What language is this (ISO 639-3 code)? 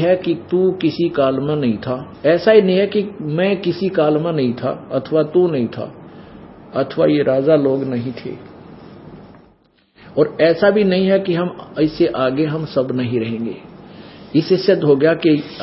hin